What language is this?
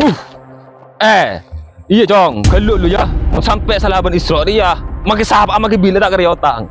Madurese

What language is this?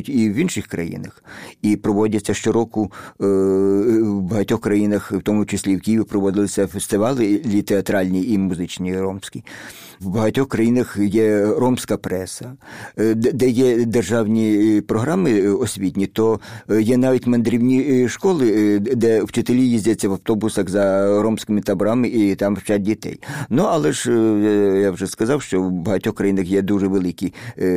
Ukrainian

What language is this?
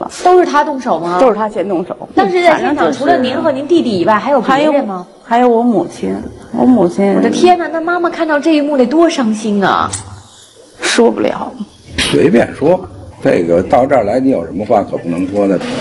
Chinese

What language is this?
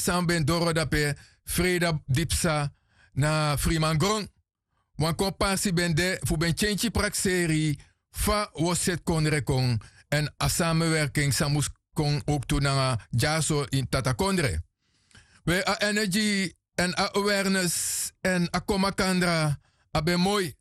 Sranan Tongo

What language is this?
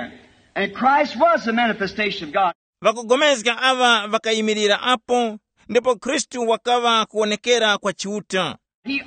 Tumbuka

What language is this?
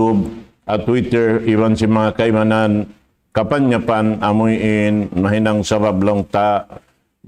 Tausug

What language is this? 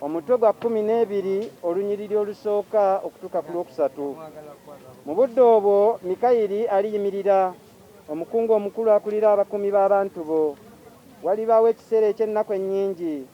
Ganda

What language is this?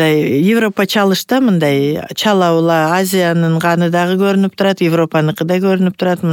Kyrgyz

